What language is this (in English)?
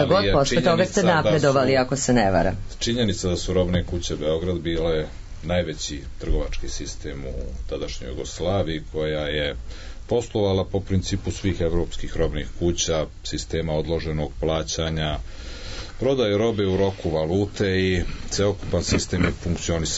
Serbian